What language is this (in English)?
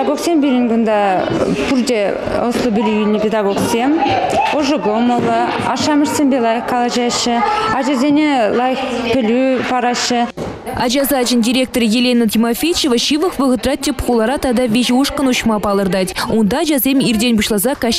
Chuvash